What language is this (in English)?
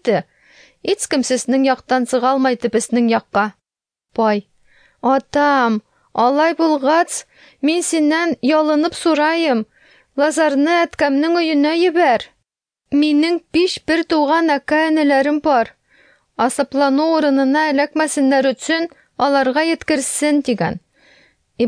Tatar